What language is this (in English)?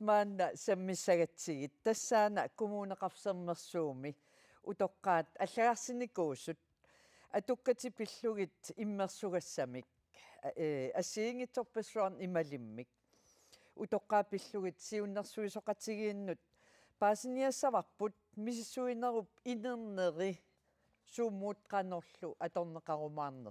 Kalaallisut